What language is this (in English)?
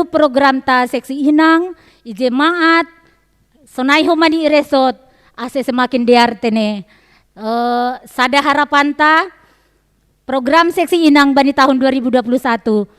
Batak Simalungun